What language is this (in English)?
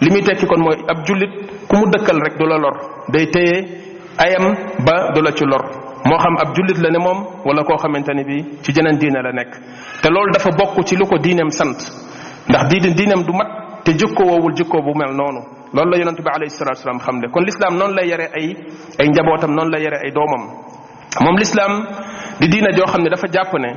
Wolof